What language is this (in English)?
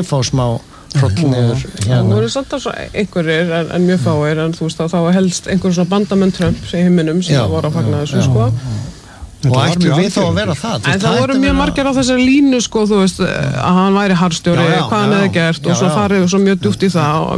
Icelandic